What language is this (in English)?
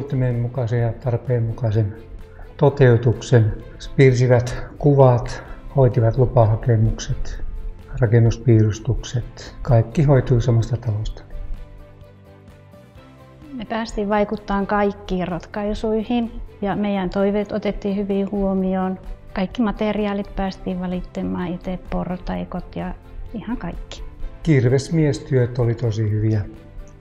Finnish